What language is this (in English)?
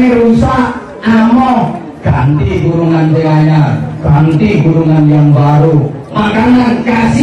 Javanese